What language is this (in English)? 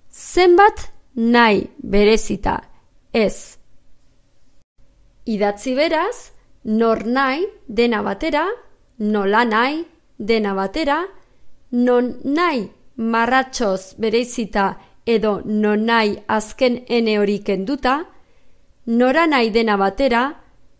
Basque